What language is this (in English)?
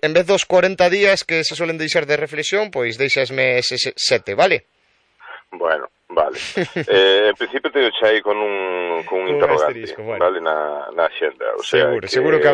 Galician